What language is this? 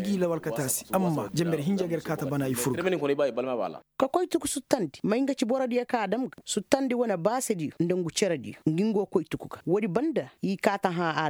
Koyraboro Senni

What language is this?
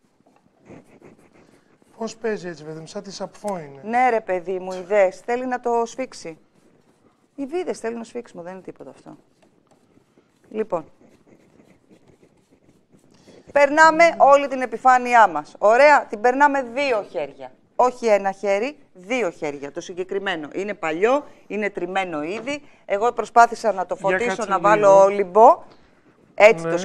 Greek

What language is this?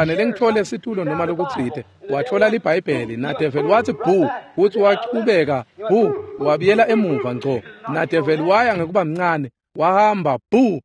Swati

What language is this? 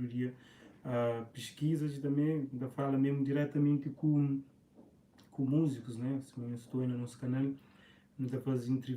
Kabuverdianu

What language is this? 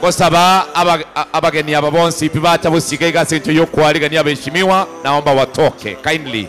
Gusii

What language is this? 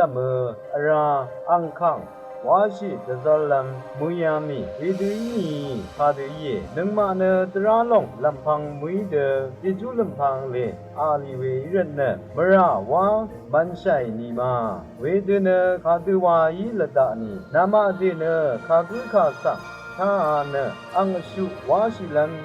Rawang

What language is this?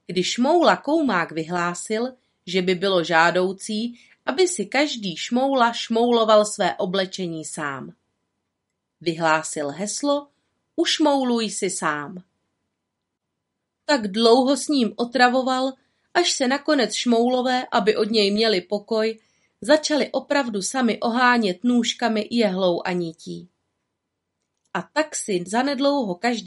Czech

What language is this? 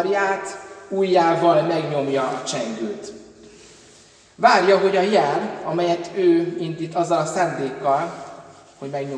Hungarian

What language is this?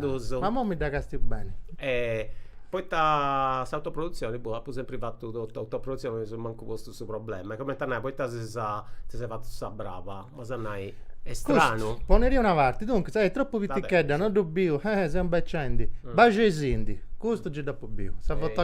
Sardinian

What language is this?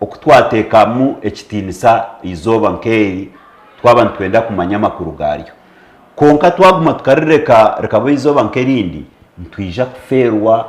Nyankole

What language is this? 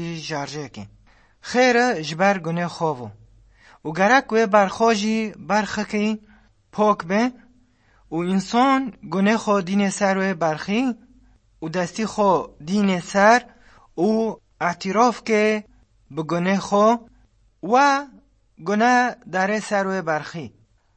Kurdish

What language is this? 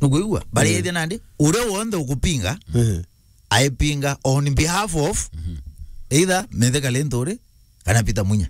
Meru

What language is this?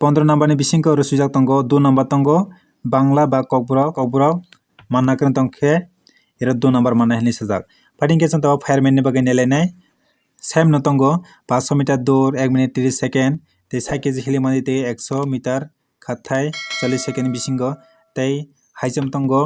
Kok Borok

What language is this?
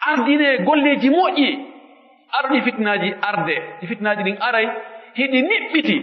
Pular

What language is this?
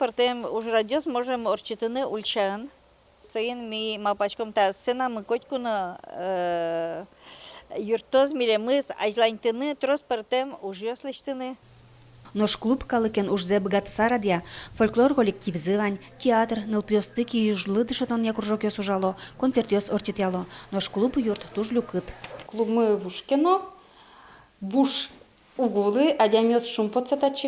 Udmurt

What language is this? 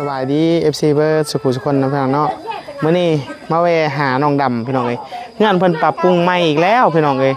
Northeastern Thai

